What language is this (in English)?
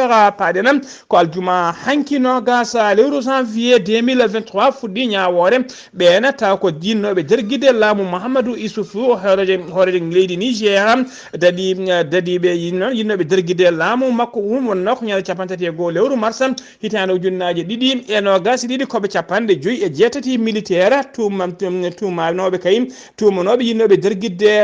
Fula